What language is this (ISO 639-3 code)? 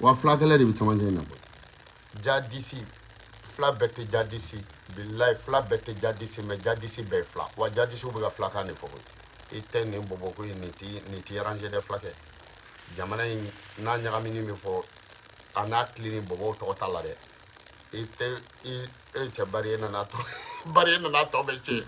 bam